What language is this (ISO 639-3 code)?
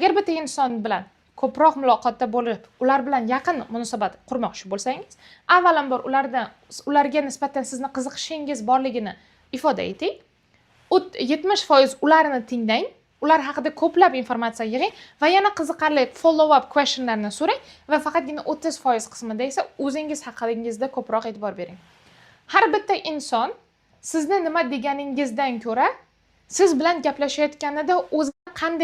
uzb